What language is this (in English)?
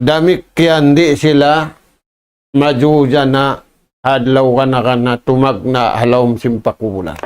Tausug